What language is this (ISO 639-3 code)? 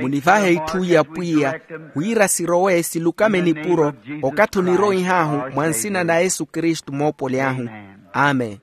vmw